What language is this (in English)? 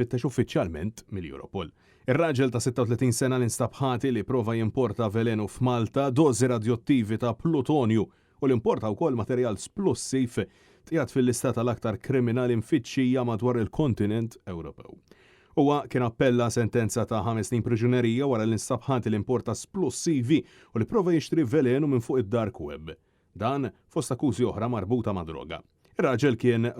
Maltese